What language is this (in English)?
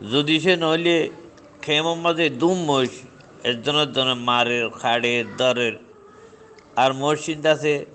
Rohingya